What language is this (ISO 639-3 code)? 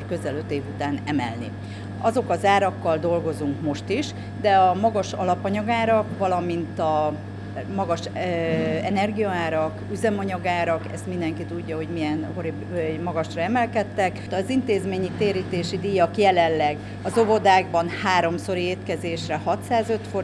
hun